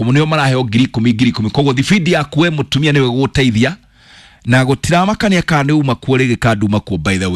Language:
Kikuyu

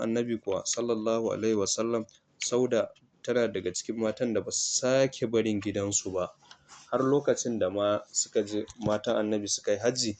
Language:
Hausa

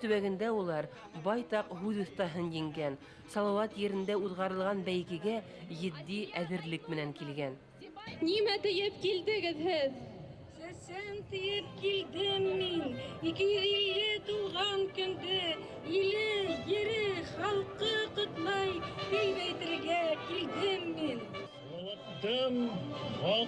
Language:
Bashkir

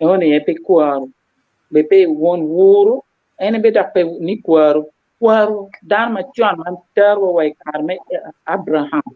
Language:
Acoli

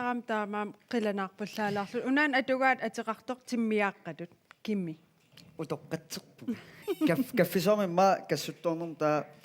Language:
Kalaallisut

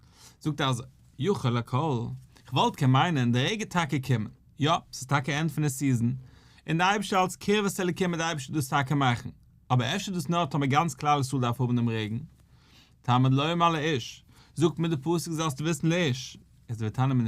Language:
Yiddish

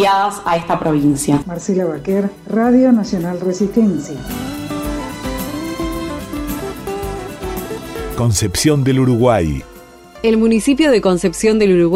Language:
Spanish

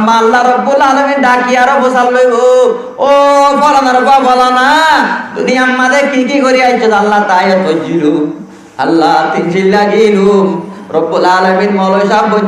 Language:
Rohingya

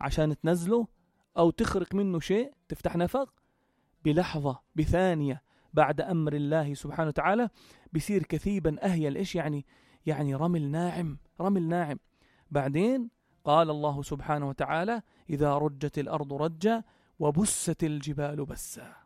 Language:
North Levantine Arabic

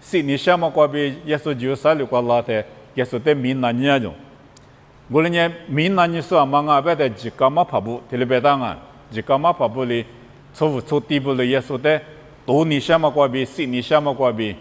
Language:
Lisu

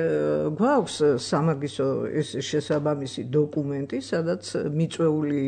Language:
Georgian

